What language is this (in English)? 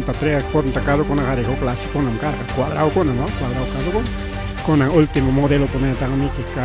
Ayacucho Quechua